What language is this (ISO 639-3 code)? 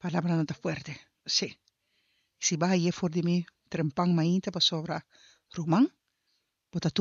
pap